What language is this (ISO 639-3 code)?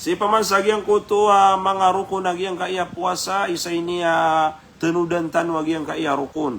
mrw